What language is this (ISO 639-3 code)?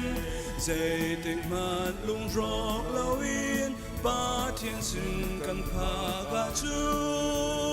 cnh